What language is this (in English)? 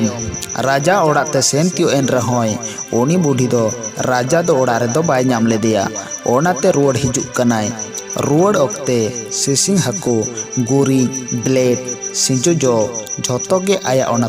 Santali